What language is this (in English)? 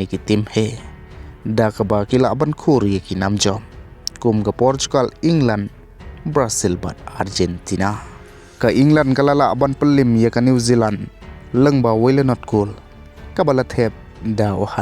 Khasi